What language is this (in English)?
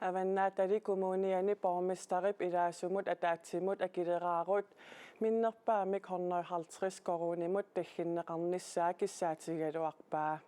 Kalaallisut